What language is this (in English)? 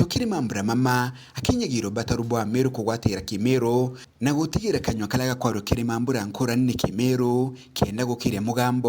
Meru